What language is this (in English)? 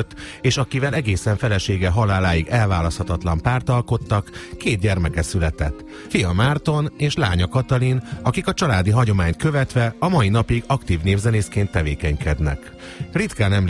Hungarian